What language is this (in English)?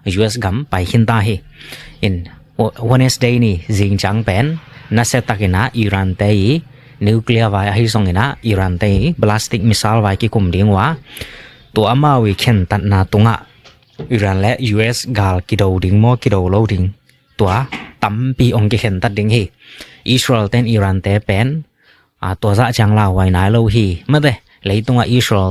Tedim Chin